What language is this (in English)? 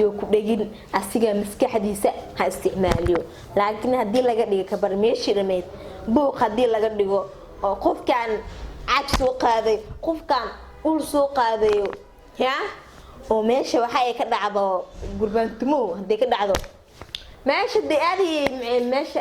Somali